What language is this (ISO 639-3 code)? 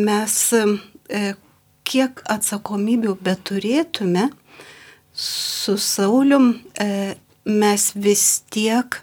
lit